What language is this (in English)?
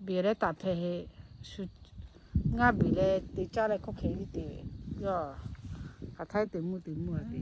Lahu